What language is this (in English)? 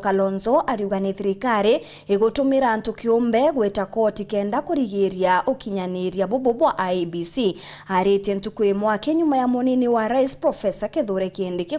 Meru